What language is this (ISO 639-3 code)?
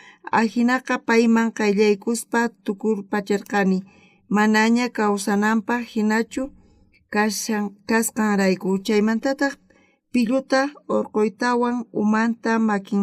quh